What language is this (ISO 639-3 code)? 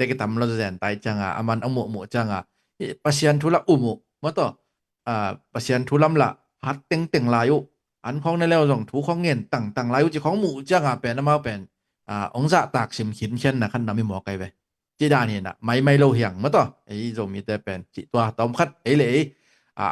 ctd